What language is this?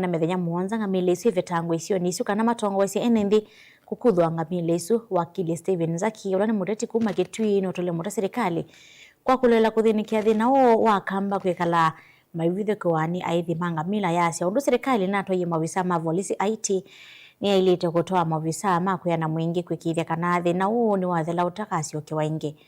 Kamba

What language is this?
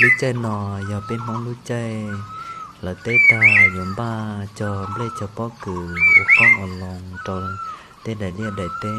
Hmong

